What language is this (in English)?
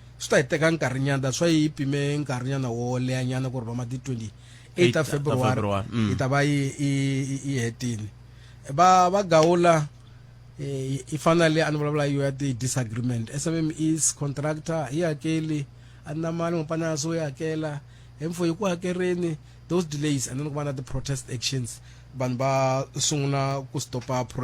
Tsonga